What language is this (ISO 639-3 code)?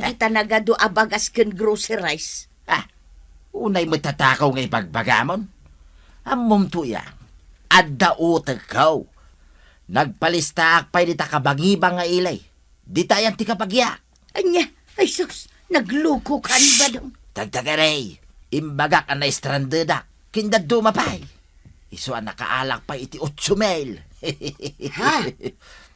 ilo